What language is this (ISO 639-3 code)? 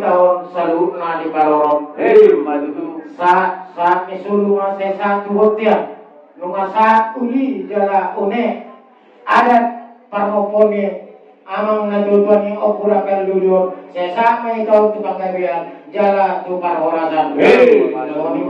bbc